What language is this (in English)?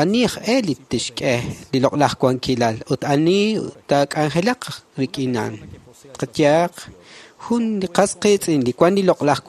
Kekchí